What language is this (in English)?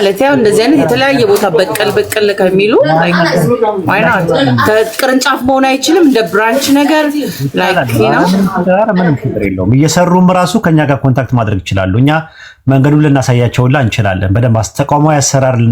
Amharic